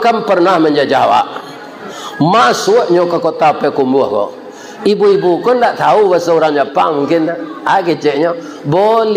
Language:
Minangkabau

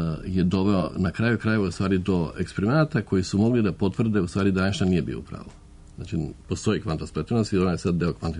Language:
Serbian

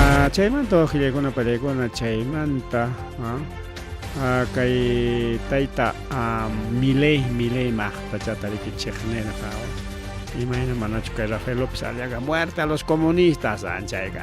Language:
Ayacucho Quechua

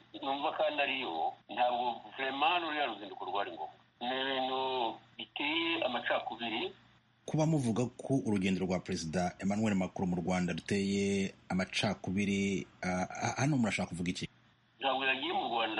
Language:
Kinyarwanda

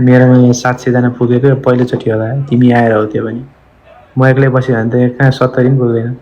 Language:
Nepali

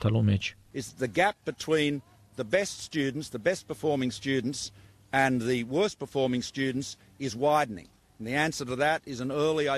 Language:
Armenian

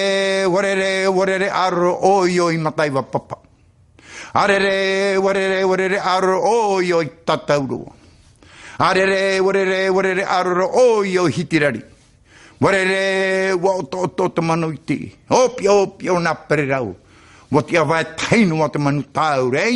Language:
Tahitian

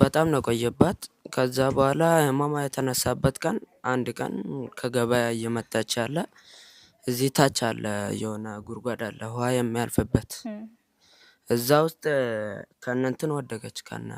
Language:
Amharic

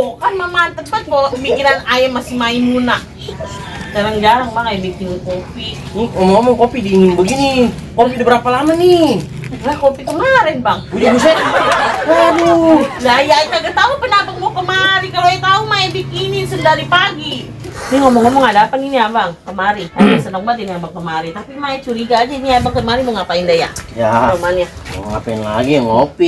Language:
Betawi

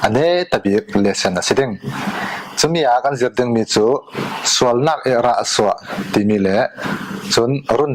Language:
Falam Chin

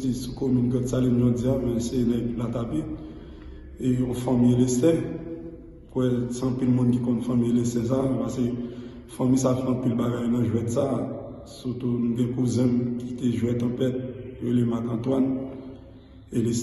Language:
Haitian Creole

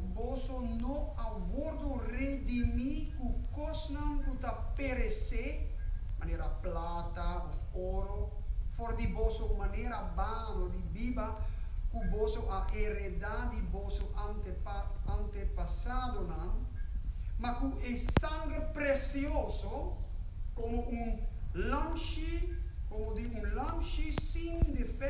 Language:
Papiamento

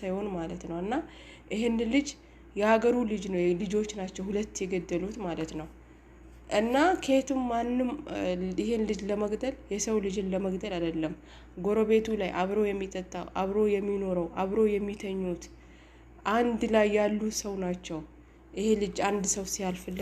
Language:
Amharic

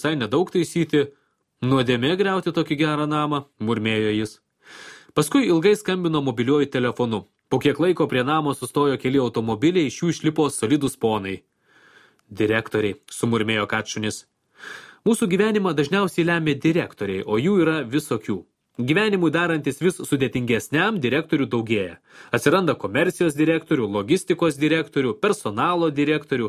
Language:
Lithuanian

